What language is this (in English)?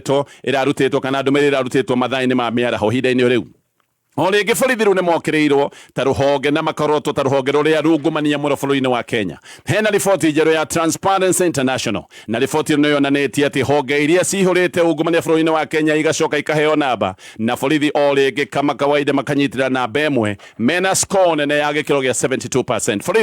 Kikuyu